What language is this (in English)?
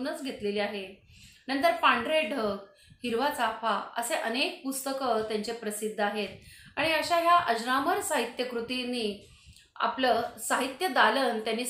Marathi